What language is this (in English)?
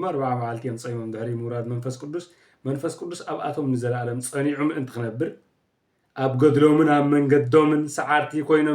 Tigrinya